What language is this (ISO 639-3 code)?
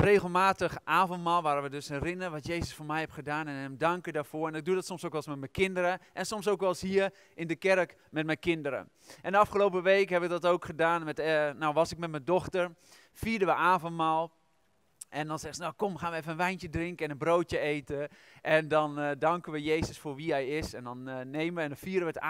nld